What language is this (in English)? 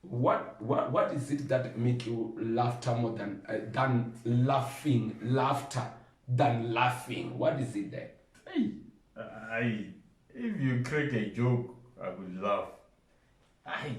Venda